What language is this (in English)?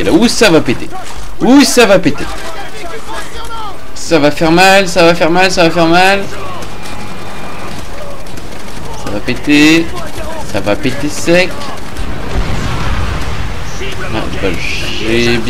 French